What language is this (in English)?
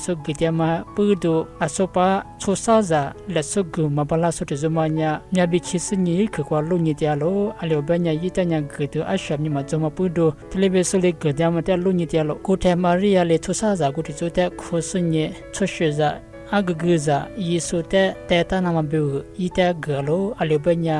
Lisu